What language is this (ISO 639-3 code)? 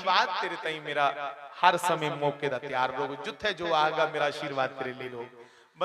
doi